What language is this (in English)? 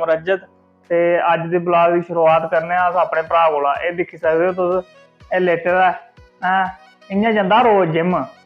Dogri